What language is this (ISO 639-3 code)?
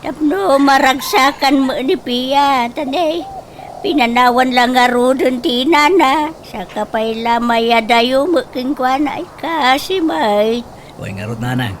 ilo